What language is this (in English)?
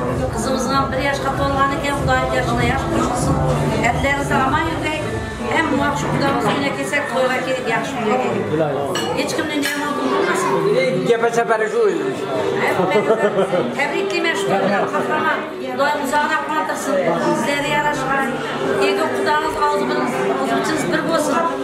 Kara-Kalpak